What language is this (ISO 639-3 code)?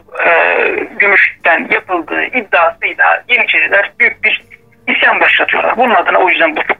tur